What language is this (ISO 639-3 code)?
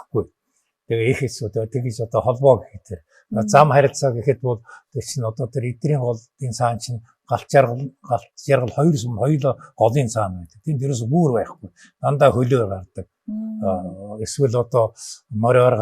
mon